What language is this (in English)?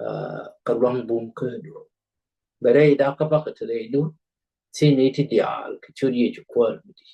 Nuer